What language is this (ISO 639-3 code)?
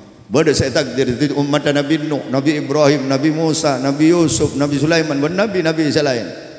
mad